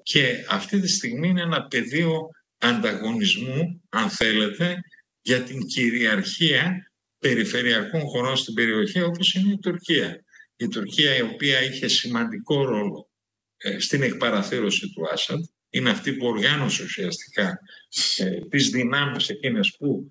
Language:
Greek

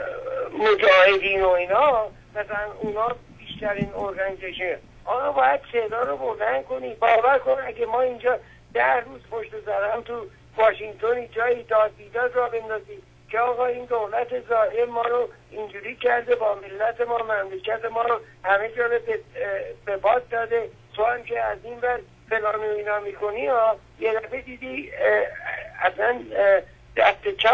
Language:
Persian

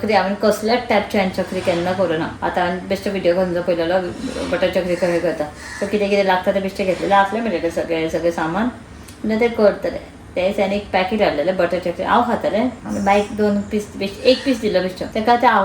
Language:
Konkani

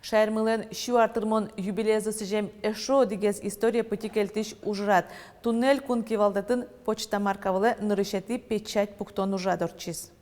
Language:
Udmurt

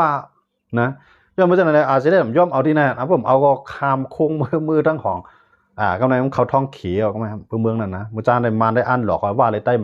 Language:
Shan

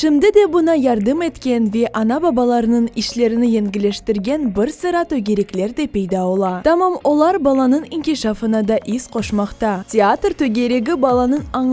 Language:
Crimean Tatar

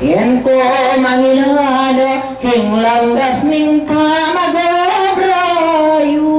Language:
Pampanga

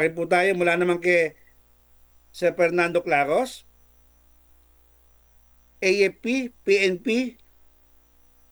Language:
Filipino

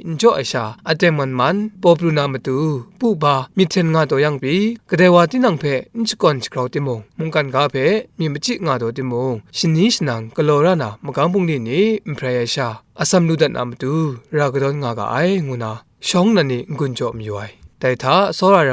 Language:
Kachin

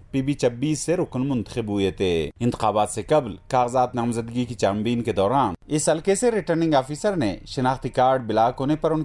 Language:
Urdu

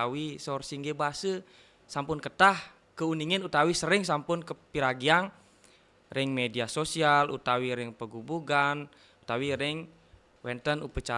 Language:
Balinese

